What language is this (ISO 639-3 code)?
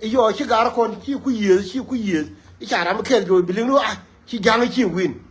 nus